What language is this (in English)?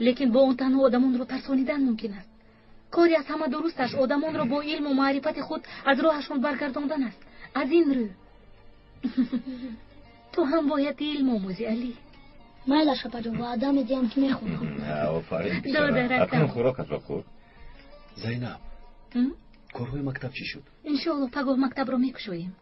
Tajik